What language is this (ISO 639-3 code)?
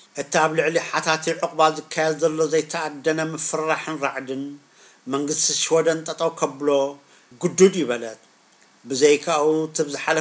tir